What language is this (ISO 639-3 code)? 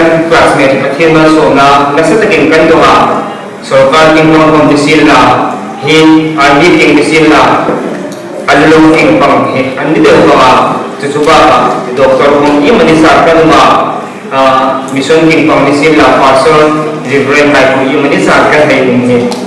hmr